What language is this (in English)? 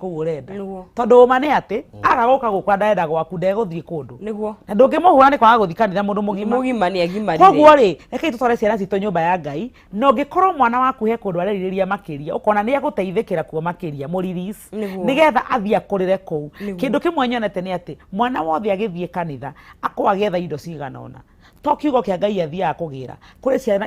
Kikuyu